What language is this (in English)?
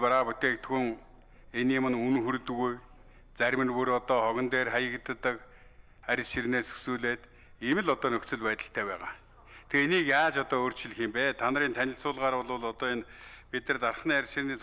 Mongolian